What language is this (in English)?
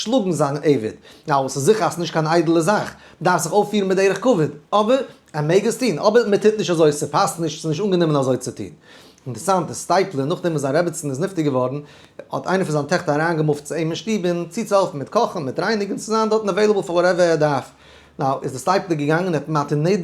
Yiddish